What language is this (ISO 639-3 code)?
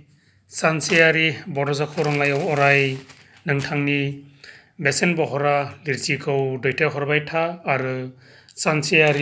brx